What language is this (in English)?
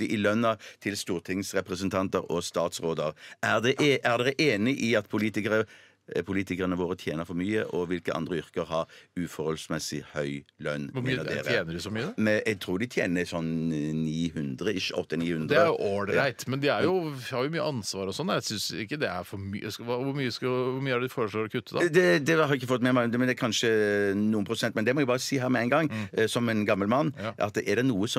Norwegian